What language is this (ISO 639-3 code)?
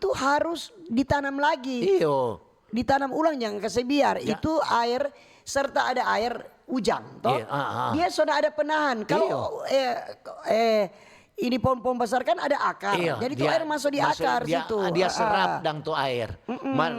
xmm